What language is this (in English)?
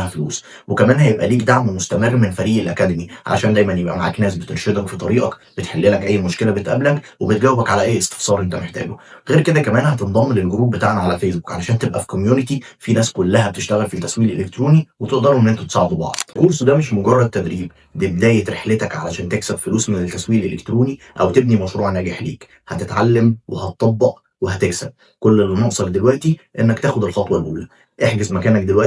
Egyptian Arabic